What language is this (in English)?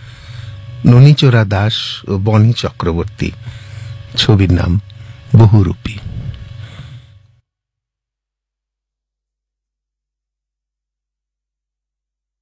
Bangla